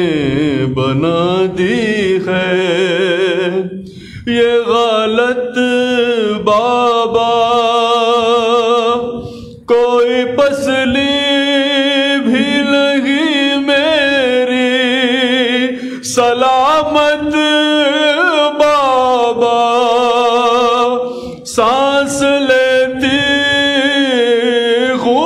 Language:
Urdu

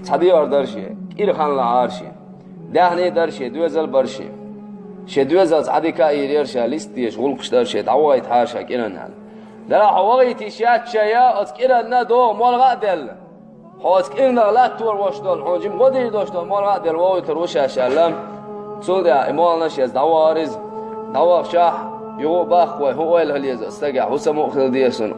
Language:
Chechen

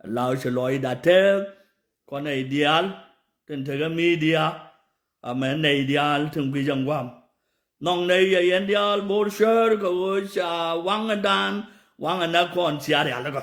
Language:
Nuer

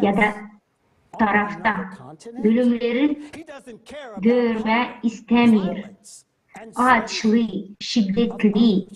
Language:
Gagauz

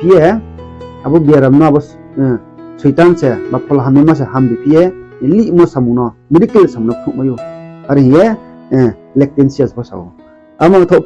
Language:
Riang (India)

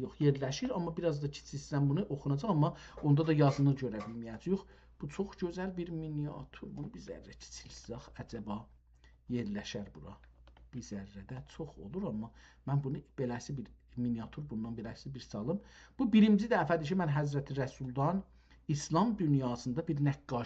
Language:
South Azerbaijani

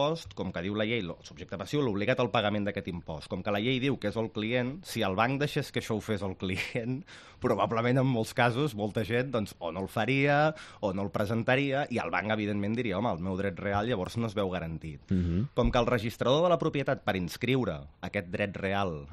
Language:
Catalan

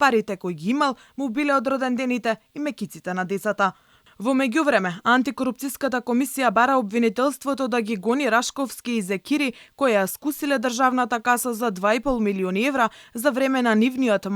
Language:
Macedonian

